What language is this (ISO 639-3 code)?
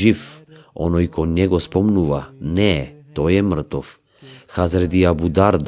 mkd